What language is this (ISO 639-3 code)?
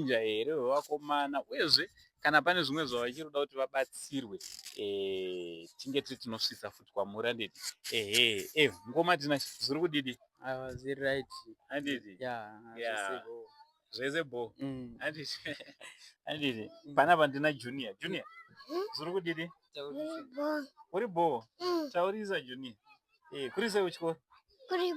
sna